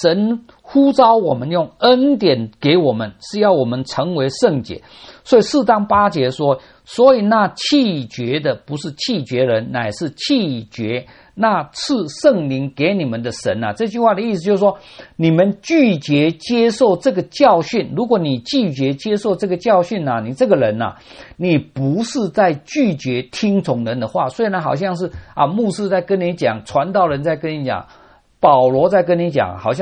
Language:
Chinese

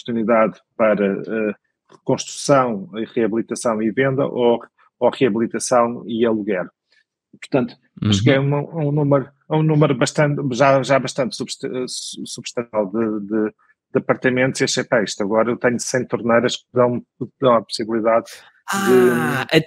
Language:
Portuguese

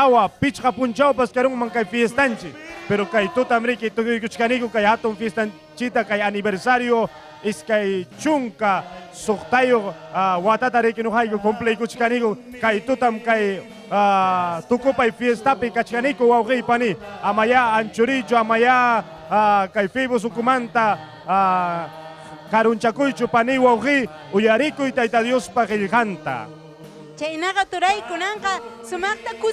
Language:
Ayacucho Quechua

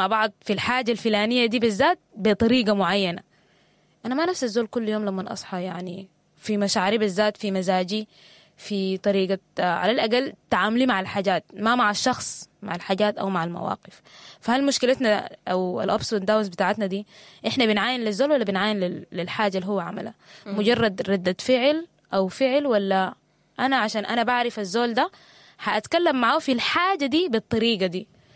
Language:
Sudanese Arabic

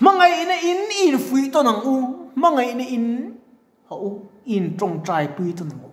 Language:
Mizo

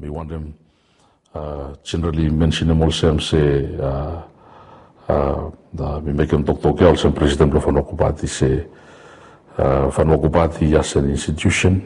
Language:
Bislama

